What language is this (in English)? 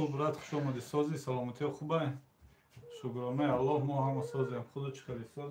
Tajik